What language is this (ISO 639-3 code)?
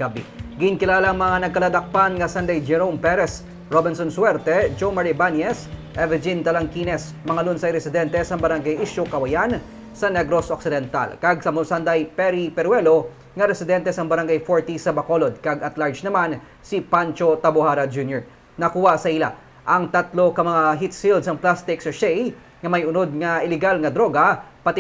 hil